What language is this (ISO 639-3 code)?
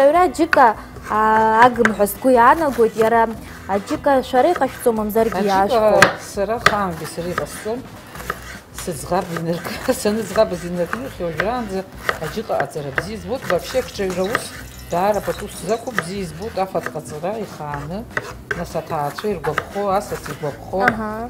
abk